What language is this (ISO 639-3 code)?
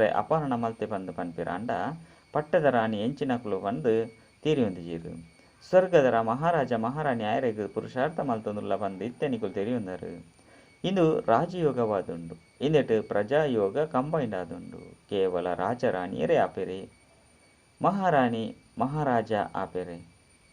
tcy